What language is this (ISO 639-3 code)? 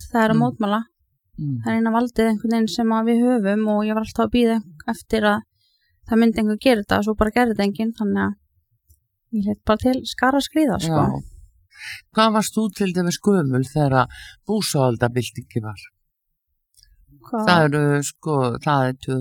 isl